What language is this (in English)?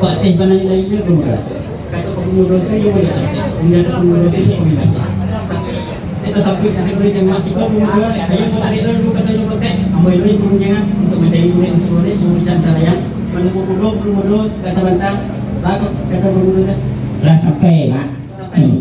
Minangkabau